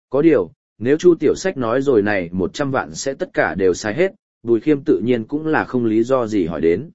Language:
Vietnamese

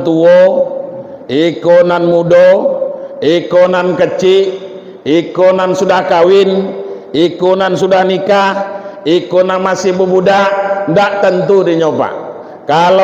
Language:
Minangkabau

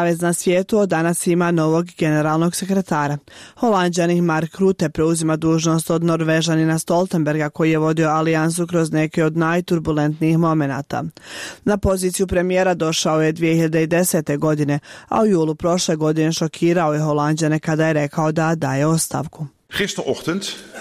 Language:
Bosnian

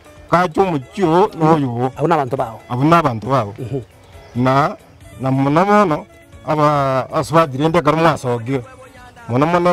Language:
Gusii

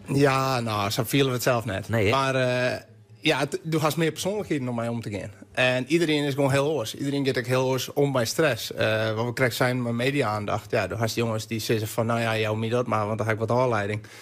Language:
Western Frisian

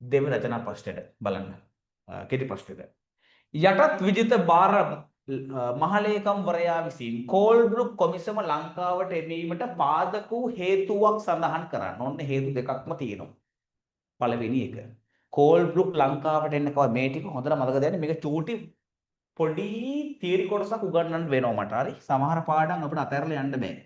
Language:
Sinhala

